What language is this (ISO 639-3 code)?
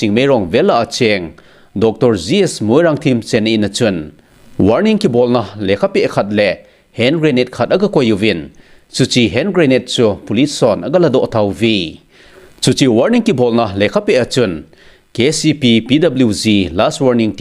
tcz